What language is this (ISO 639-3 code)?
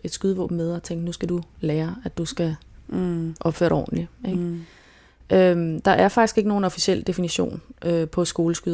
dan